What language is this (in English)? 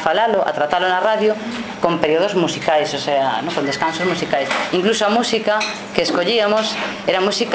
Galician